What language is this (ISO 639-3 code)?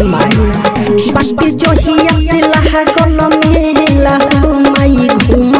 bho